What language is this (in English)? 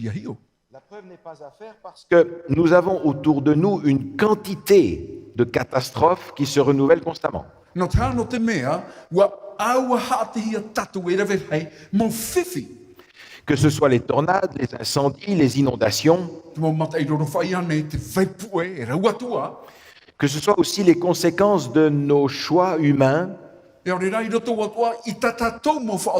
Tahitian